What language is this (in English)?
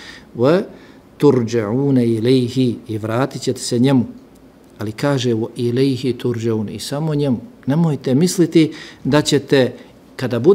Bosnian